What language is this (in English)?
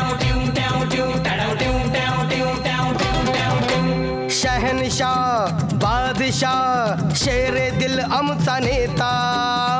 Marathi